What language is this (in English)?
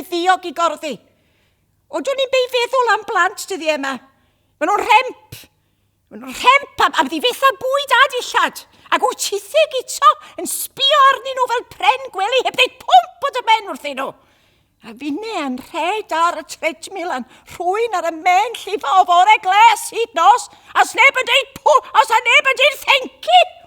Welsh